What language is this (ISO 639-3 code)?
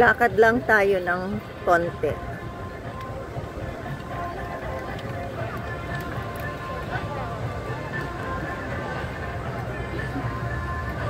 fil